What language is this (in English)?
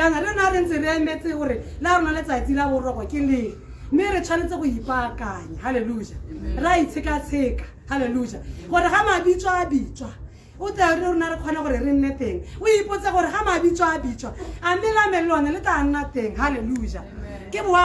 Tswana